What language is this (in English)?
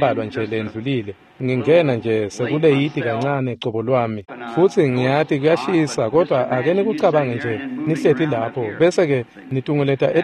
Swati